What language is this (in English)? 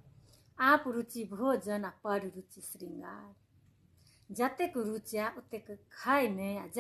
Maithili